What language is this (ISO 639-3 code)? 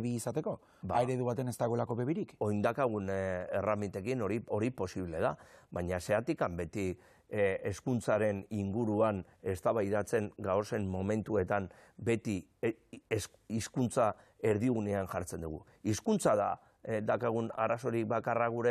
eus